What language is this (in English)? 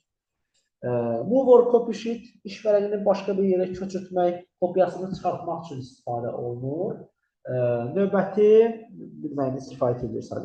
Azerbaijani